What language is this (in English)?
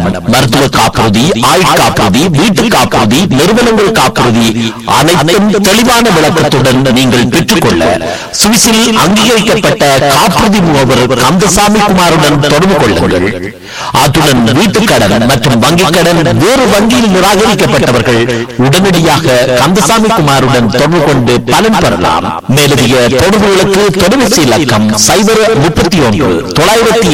Tamil